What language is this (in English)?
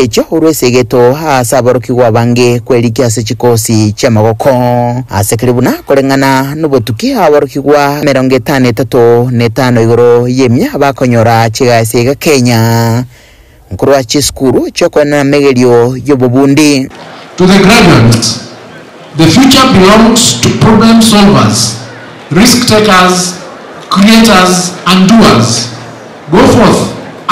Gusii